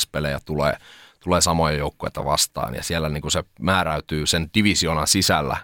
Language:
Finnish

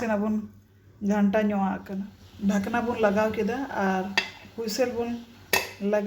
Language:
Santali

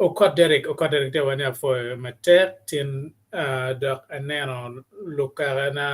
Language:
Acoli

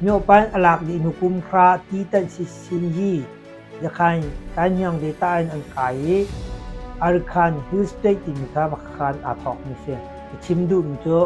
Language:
Hakha Chin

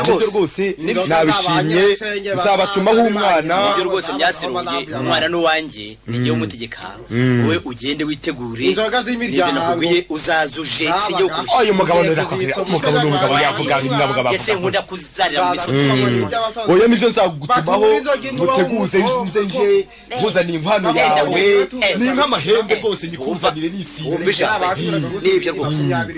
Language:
Kinyarwanda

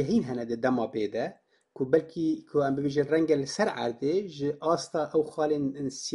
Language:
Kurdish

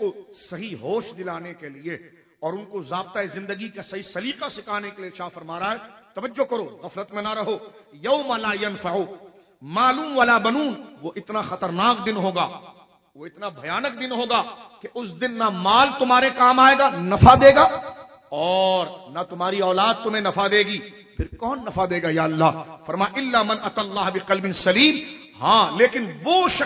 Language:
Urdu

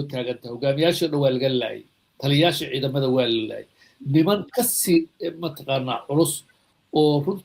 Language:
Somali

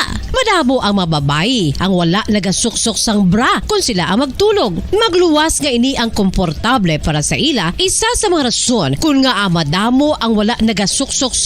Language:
Hiligaynon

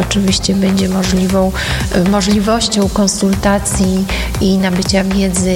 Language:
Polish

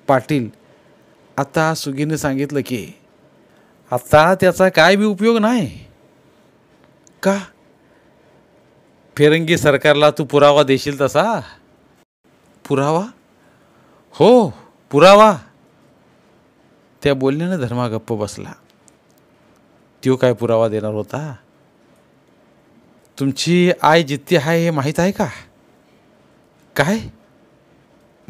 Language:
Marathi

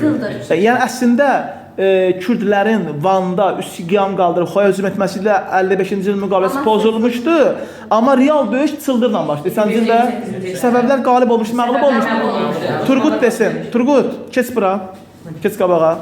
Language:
Azerbaijani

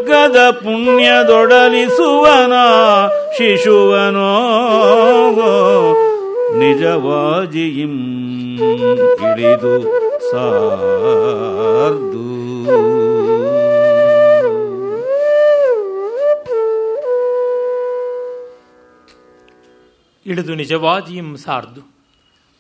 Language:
Kannada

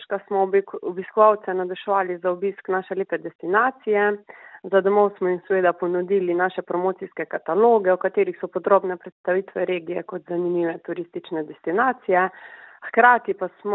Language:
Slovenian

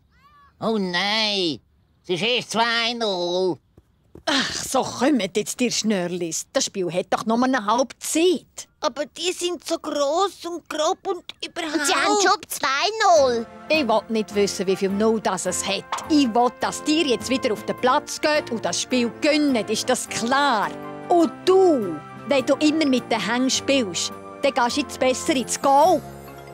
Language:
Swiss German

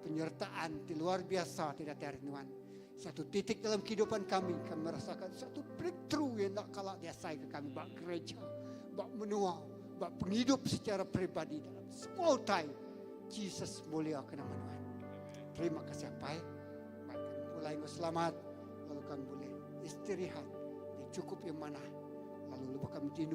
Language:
Iban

